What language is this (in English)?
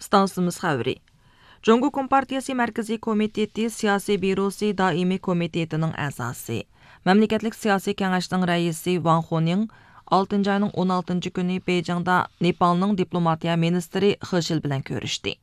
Uyghur